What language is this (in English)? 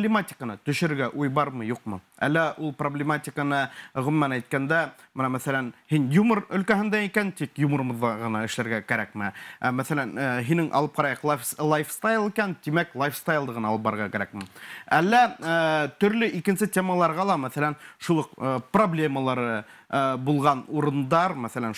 Bashkir